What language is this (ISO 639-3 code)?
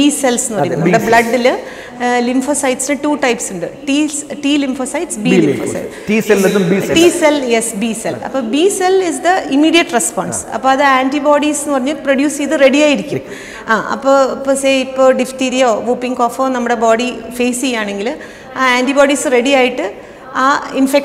mal